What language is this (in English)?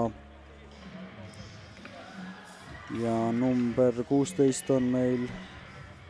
Estonian